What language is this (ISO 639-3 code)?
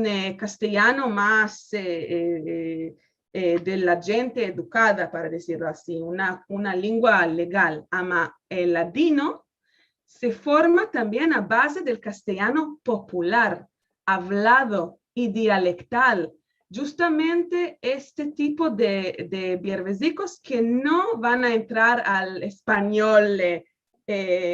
lad